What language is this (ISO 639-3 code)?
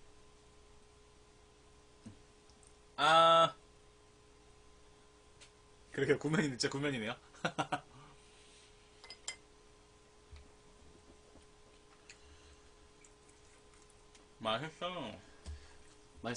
kor